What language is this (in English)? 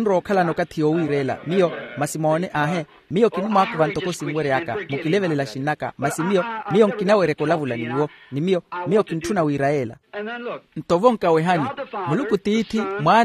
Makhuwa